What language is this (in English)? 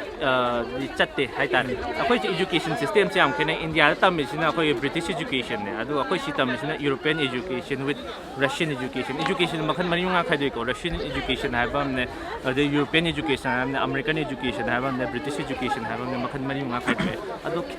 Manipuri